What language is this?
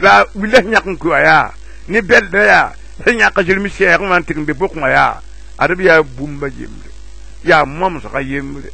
Mossi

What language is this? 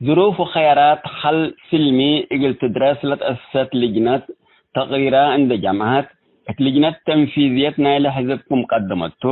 Tigre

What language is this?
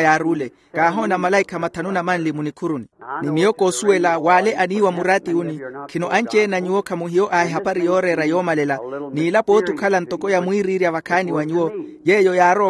Makhuwa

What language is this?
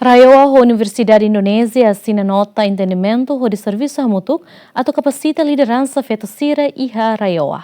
Tetum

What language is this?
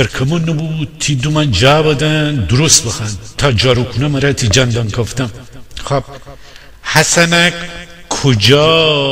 Gilaki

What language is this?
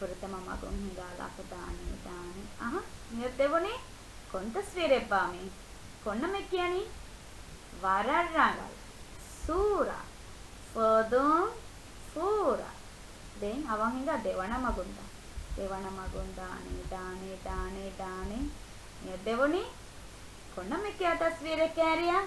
Divehi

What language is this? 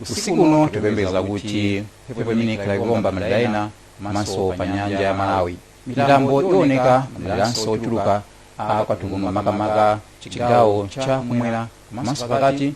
Nyanja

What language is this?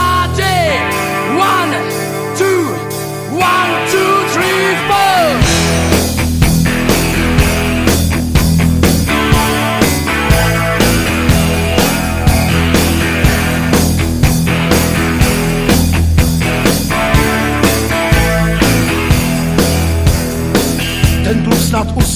Czech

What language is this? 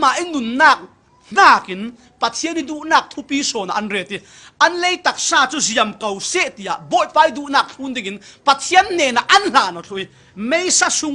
Falam Chin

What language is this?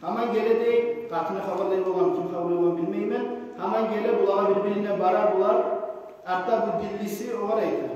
Kumyk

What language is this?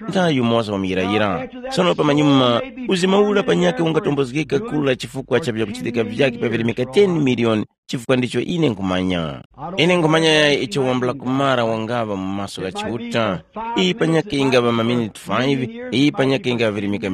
Tumbuka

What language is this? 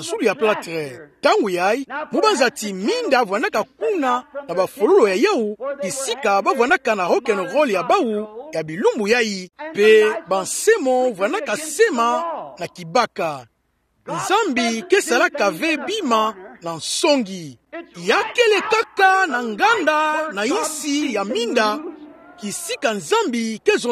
Kituba (Democratic Republic of Congo)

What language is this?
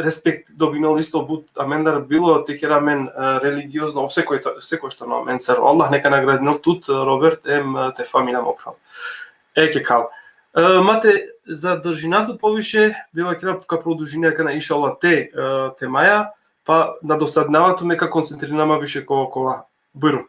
Balkan Romani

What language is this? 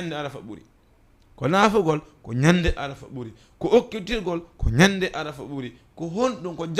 Fula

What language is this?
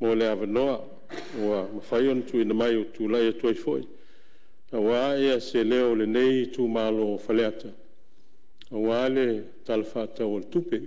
Samoan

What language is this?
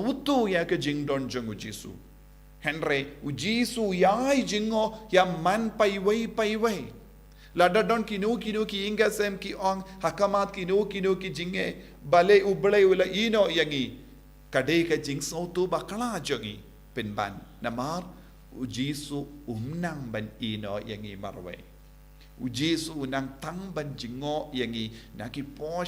Khasi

